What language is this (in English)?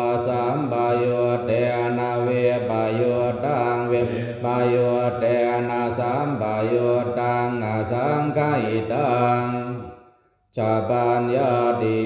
Pali